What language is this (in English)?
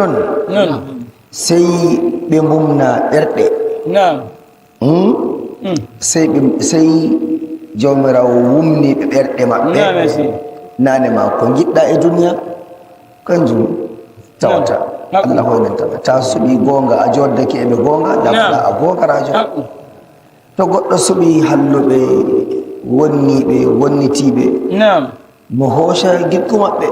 Nigerian Fulfulde